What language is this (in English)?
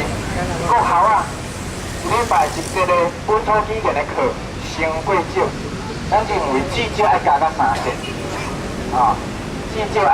Min Nan Chinese